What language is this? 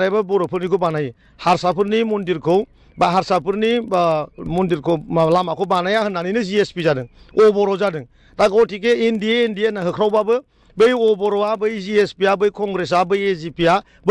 Bodo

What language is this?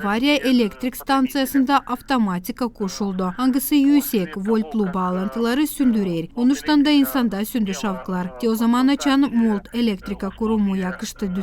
Gagauz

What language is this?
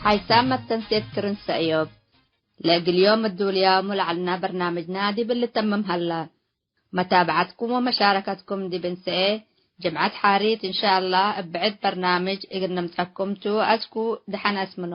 Tigre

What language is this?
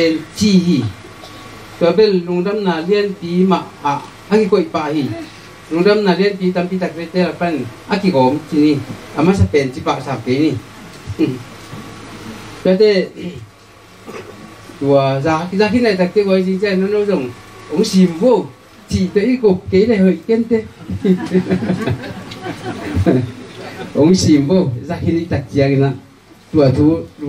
Vietnamese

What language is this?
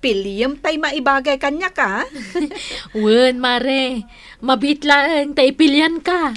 Iloko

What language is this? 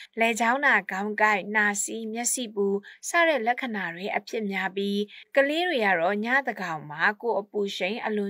Burmese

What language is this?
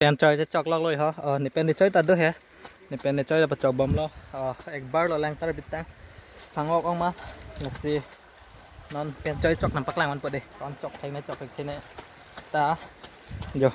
Karbi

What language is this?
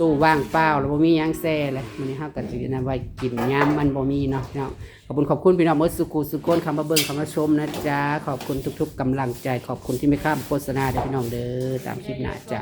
Northeastern Thai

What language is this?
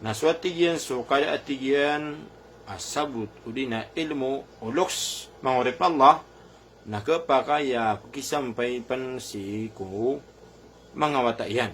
Maranao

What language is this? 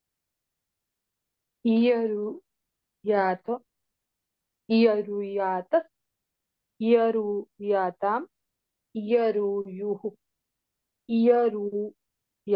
Gujarati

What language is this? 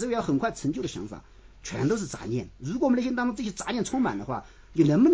Chinese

